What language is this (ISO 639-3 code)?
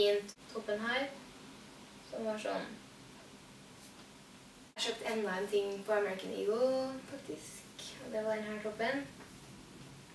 nor